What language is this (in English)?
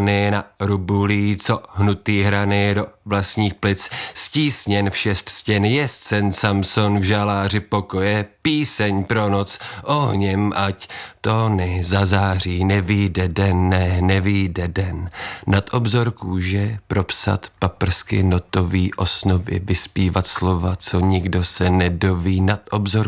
Czech